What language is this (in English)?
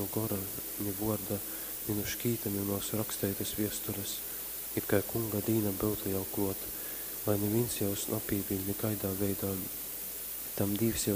Latgalian